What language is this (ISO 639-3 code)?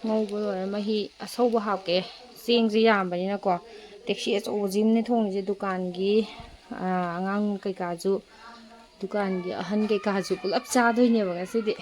mni